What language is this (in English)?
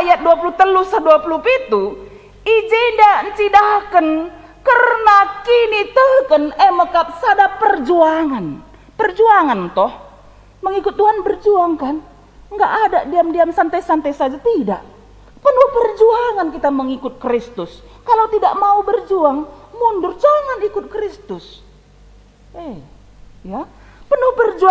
Batak Karo